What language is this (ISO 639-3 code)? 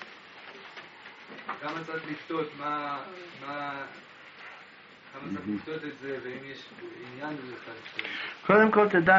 heb